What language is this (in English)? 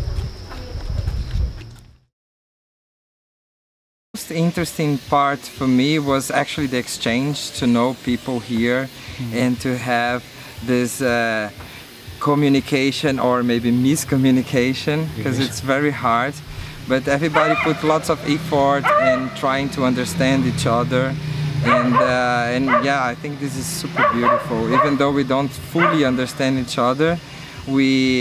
English